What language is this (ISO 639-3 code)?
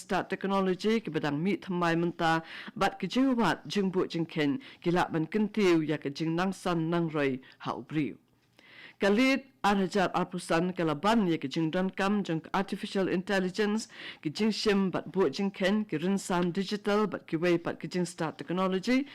kha